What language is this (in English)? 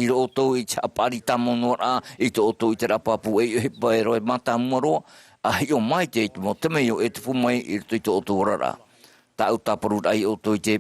Tahitian